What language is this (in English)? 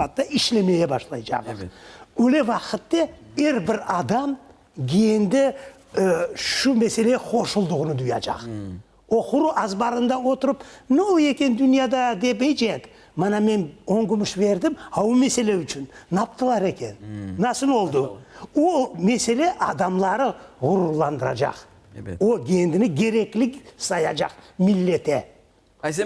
Crimean Tatar